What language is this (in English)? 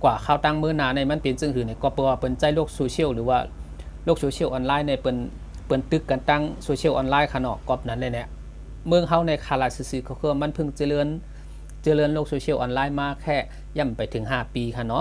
Shan